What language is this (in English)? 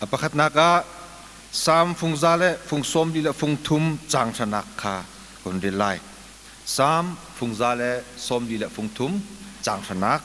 Hakha Chin